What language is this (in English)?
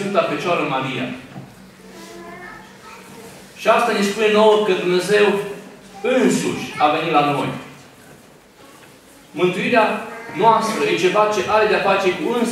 Romanian